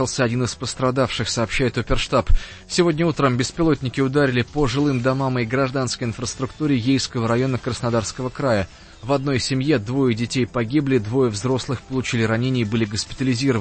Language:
Russian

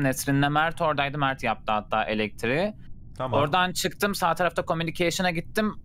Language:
Turkish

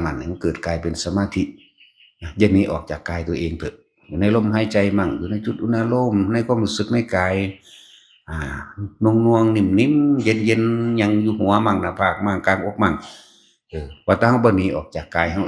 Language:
Northeastern Thai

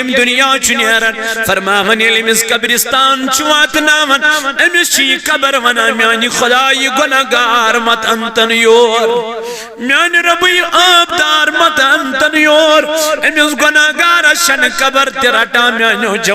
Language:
Kashmiri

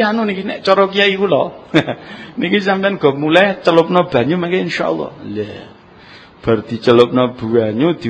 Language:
Javanese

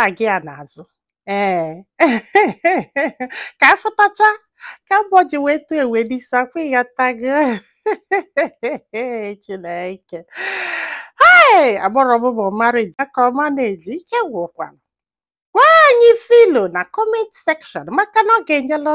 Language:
Igbo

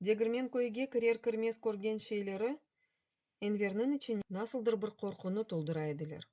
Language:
Crimean Tatar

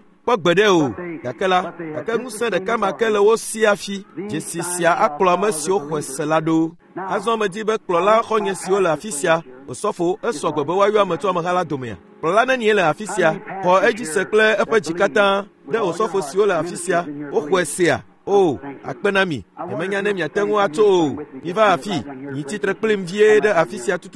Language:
Ewe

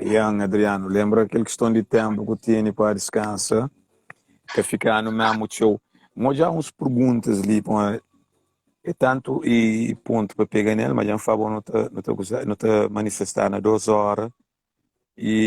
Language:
Kabuverdianu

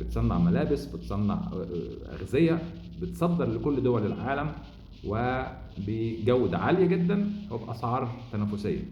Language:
Egyptian Arabic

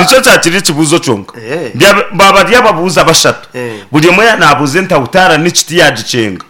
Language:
Nyankole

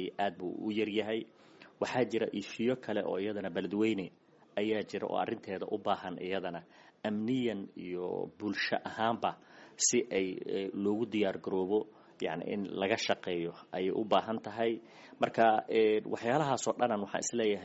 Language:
Somali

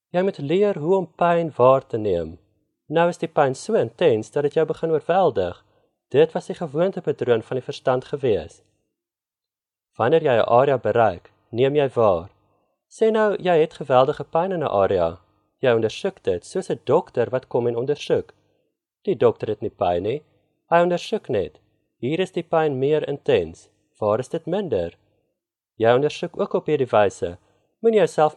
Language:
Afrikaans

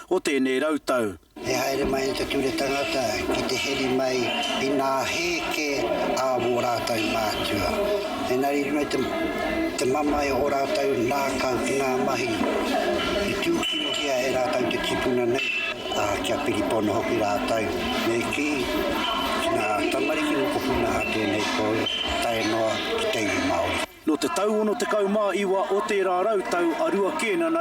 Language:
Māori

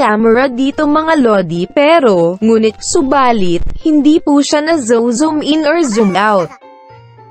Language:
Filipino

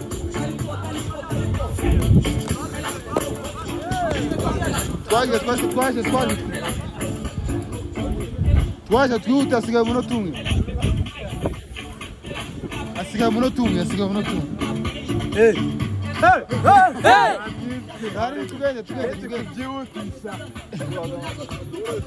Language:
Kinyarwanda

